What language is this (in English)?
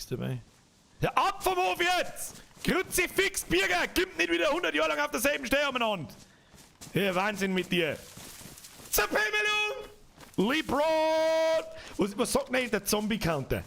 Bavarian